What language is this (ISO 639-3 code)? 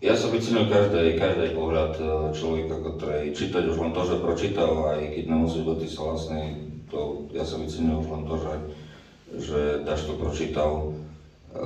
rue